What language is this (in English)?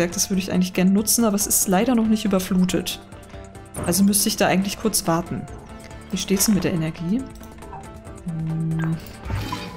German